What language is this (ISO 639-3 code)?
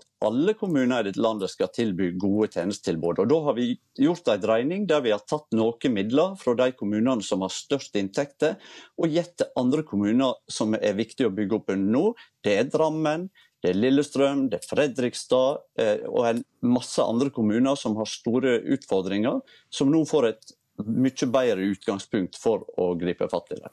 nor